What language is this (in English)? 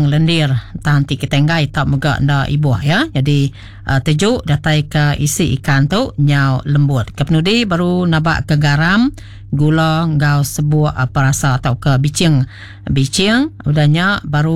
Iban